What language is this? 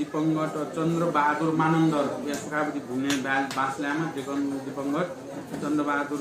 Newari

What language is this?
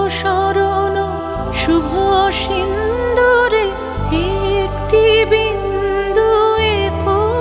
Bangla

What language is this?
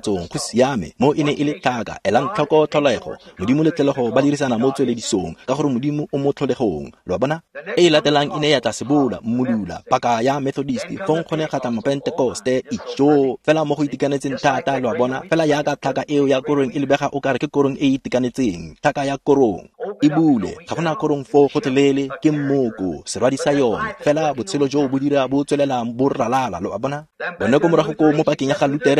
Tswana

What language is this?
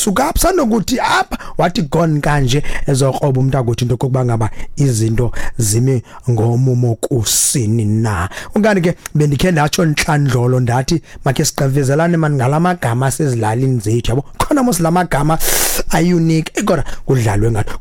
Xhosa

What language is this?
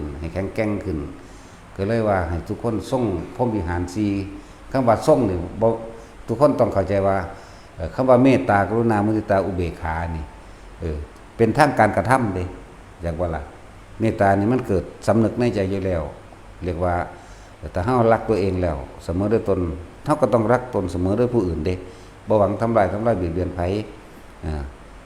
Northeastern Thai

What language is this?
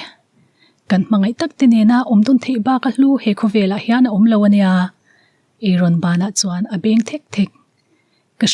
Mizo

